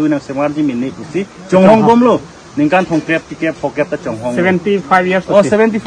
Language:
Karbi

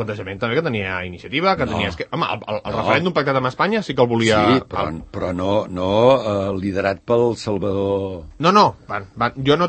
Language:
Catalan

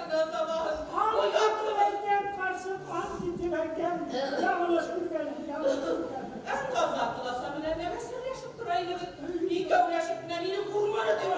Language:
Bashkir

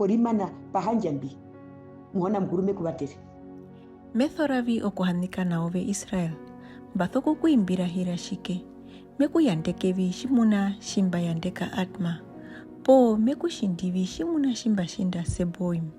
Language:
Herero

